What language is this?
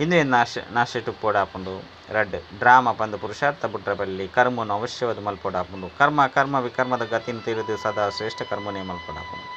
Tulu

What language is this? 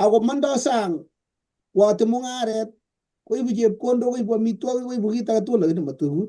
Kalenjin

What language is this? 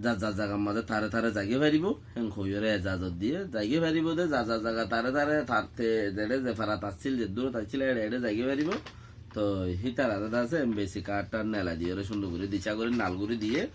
Rohingya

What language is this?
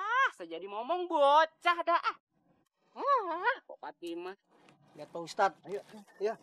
Betawi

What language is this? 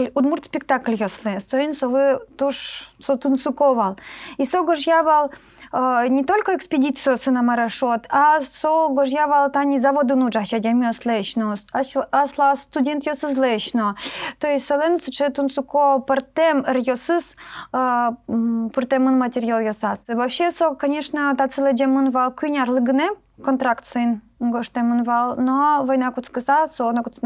Udmurt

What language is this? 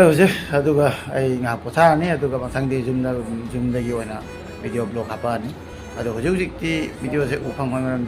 Manipuri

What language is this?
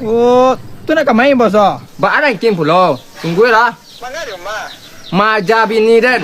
Minangkabau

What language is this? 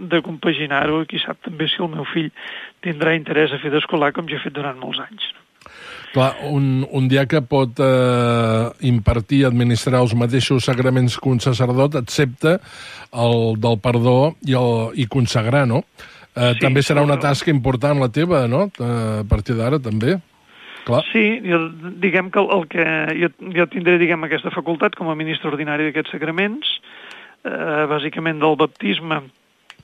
Catalan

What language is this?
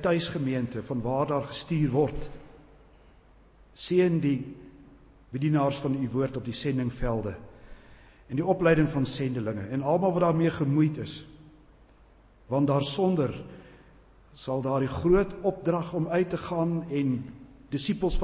Afrikaans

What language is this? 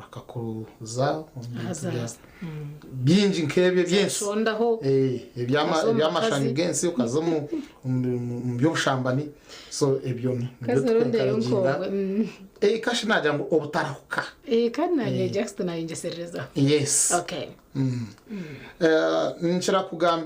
Nyankole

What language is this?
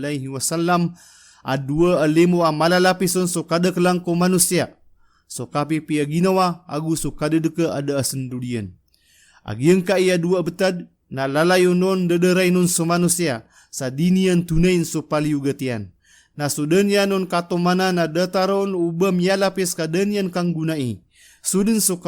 Maranao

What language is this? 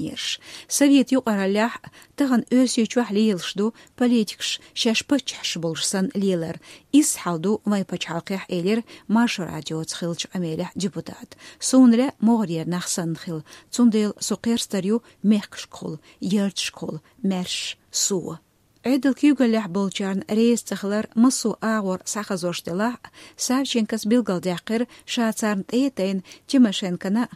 Chechen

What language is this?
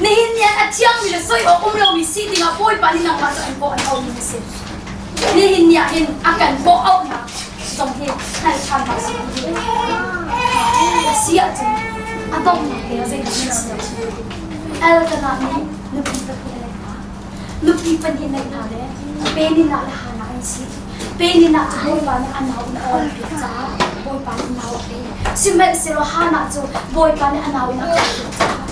Hakha Chin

